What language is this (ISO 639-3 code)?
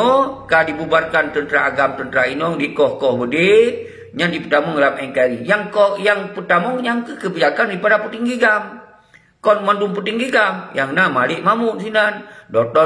ace